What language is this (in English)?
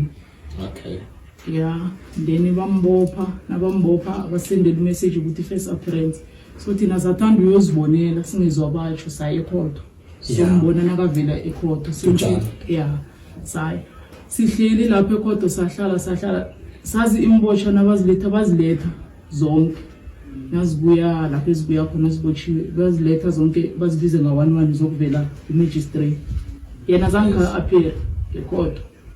Zulu